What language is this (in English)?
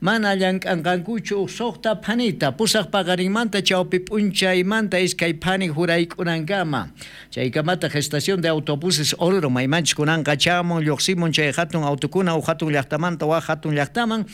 South Bolivian Quechua